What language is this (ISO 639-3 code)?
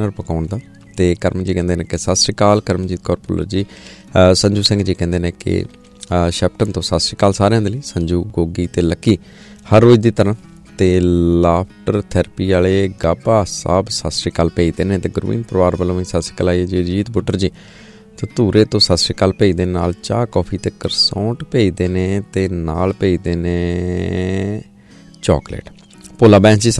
pan